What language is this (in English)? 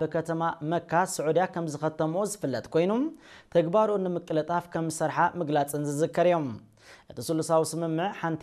Tigrinya